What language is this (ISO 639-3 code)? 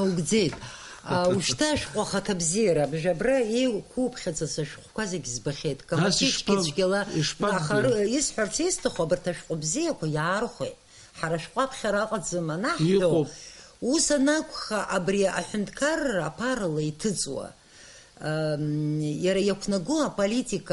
abk